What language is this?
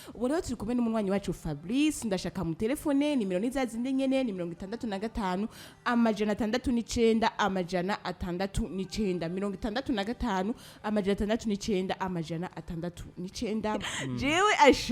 Rundi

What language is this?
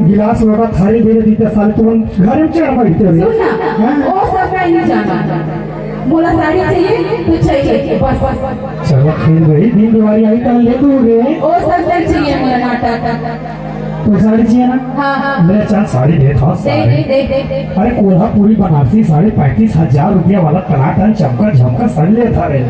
Chhattisgarhi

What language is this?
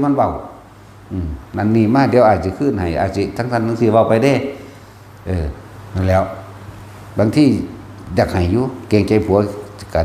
Northeastern Thai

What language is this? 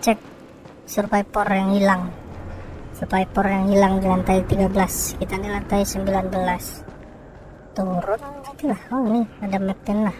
Banjar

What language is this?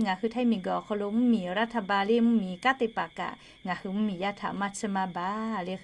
Lahu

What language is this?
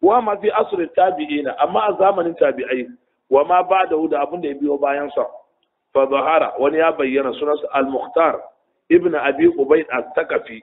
Hausa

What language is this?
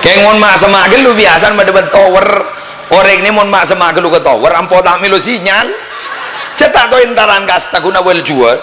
Madurese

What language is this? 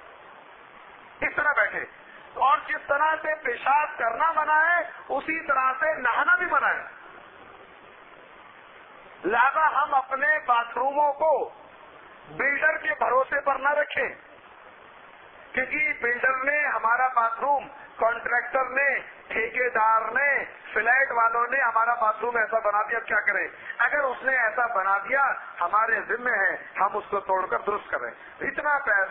Urdu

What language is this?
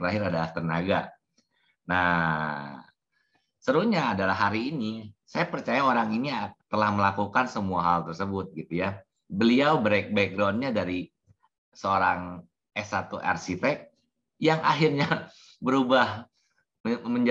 Indonesian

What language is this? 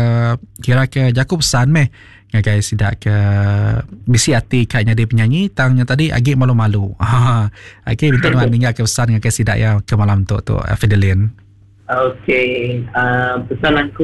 Iban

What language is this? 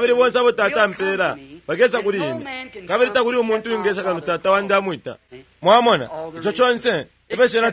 Bemba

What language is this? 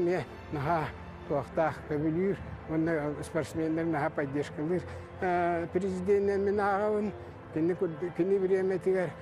Yakut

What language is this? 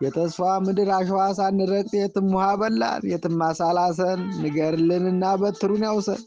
Amharic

